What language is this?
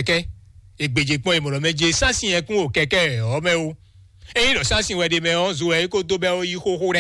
Fon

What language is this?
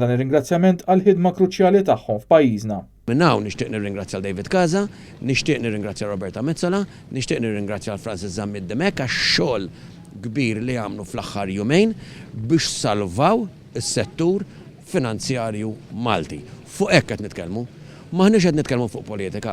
Maltese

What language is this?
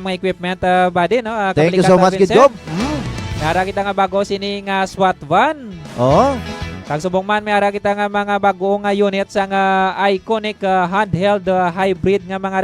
Hiligaynon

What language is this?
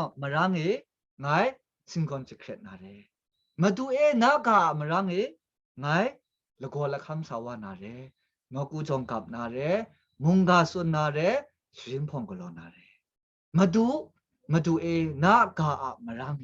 Kachin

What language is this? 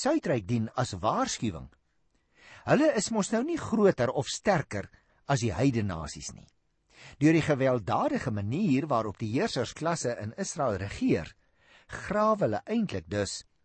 Afrikaans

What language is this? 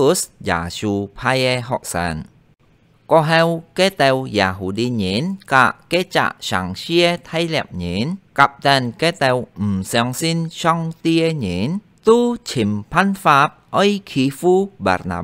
Hakka Chinese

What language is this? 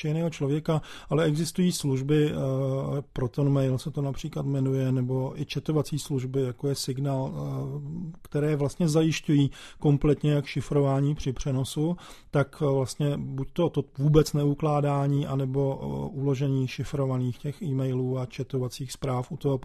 Czech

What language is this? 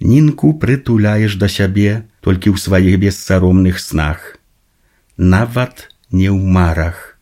Belarusian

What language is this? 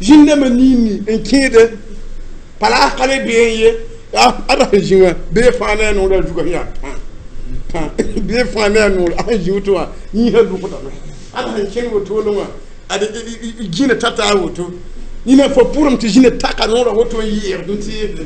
Mossi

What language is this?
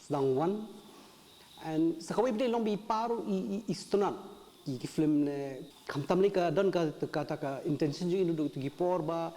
Khasi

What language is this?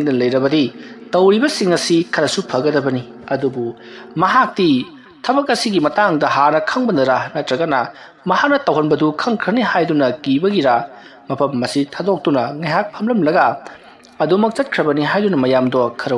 Manipuri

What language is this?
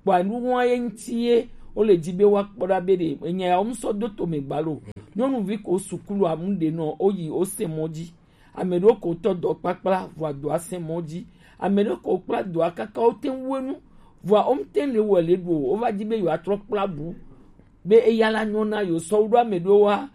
Gen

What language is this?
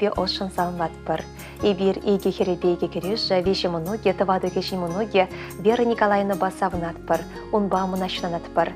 Chuvash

